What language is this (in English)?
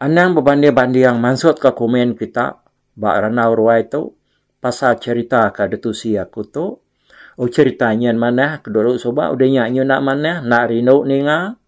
Iban